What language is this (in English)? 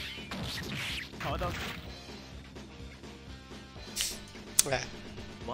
Portuguese